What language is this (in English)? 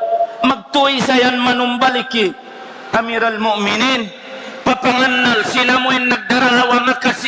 Tausug